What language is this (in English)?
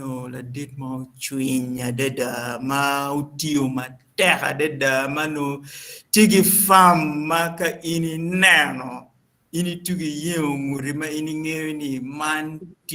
Acoli